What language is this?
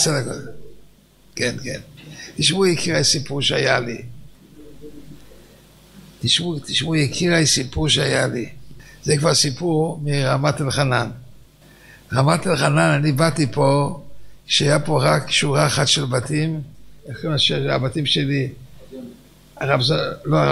Hebrew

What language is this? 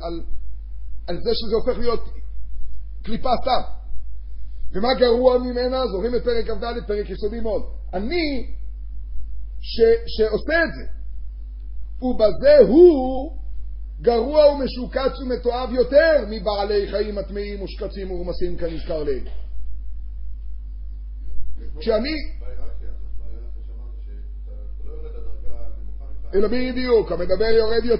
Hebrew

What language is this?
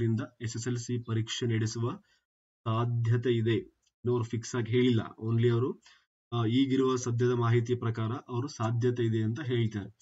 Kannada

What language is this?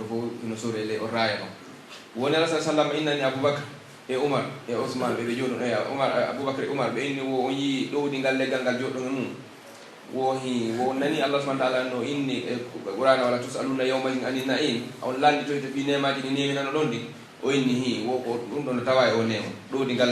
Pular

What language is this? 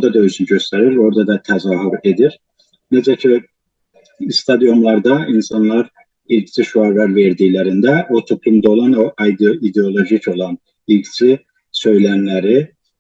South Azerbaijani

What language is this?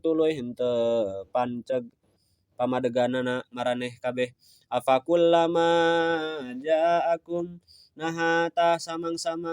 Sundanese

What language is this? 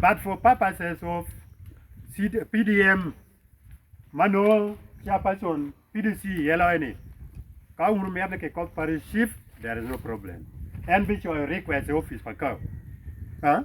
Acoli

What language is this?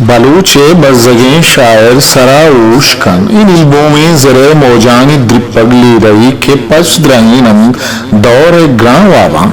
Eastern Balochi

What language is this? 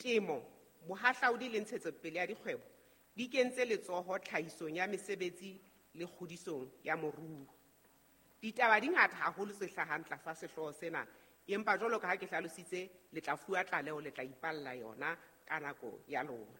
Southern Sotho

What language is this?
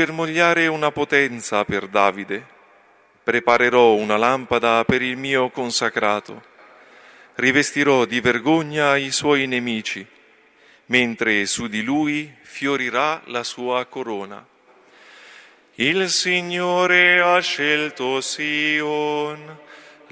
Italian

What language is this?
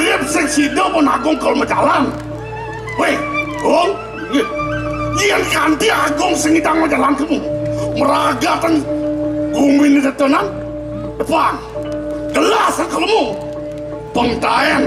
Balinese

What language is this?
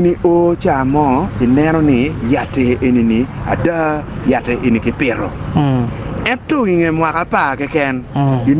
Acoli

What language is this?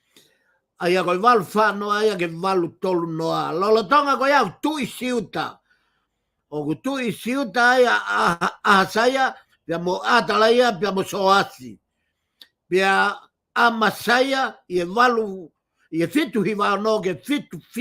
Tongan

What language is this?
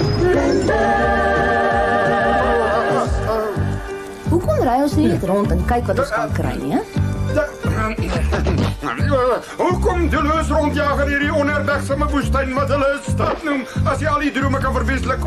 Afrikaans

